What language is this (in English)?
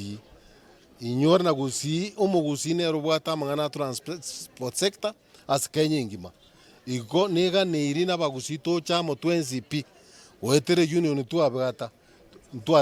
Gusii